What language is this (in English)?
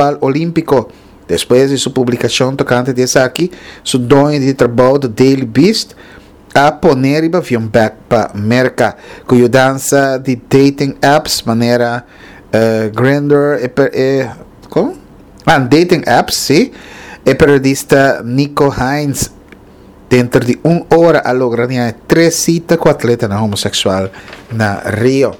Papiamento